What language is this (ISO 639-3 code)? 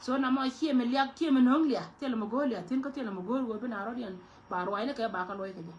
nus